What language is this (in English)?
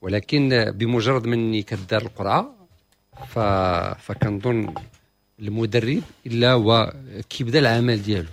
Moroccan Arabic